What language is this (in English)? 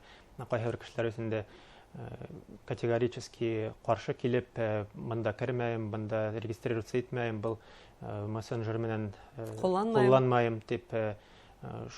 Bashkir